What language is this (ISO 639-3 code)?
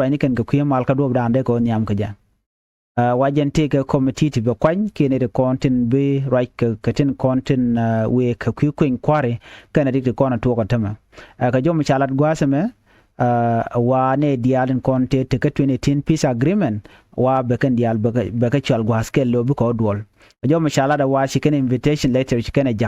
nus